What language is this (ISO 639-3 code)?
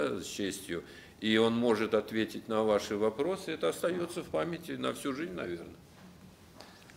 rus